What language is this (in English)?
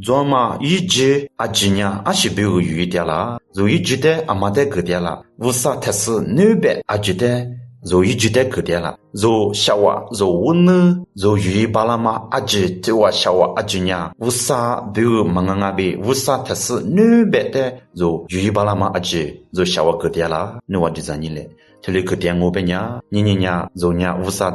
Lisu